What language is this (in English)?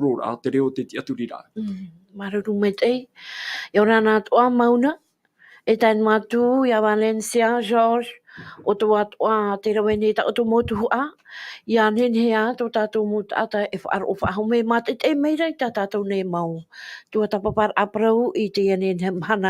Tahitian